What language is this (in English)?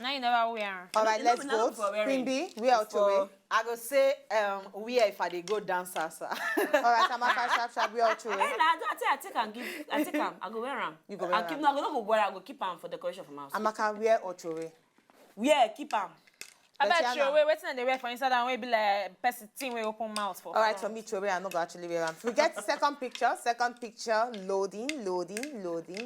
Nigerian Pidgin